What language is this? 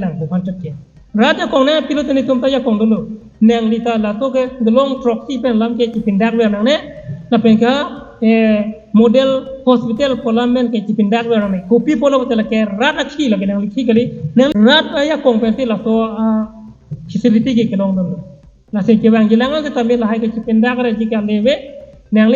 Karbi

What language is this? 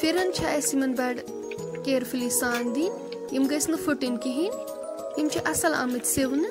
Kashmiri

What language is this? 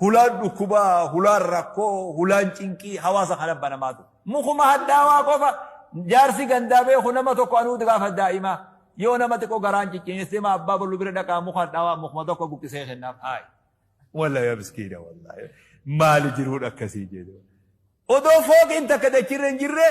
Oromo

